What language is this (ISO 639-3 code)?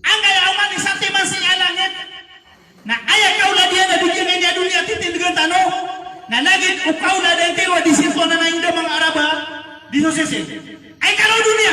mrw